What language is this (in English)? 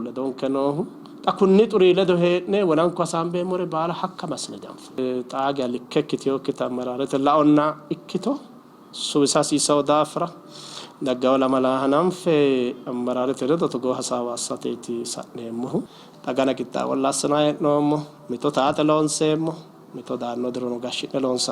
Sidamo